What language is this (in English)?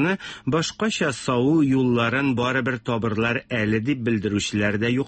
Tatar